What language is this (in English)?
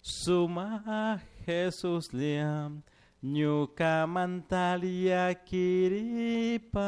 Chimborazo Highland Quichua